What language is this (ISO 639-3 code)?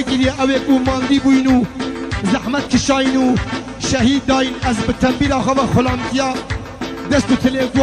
kur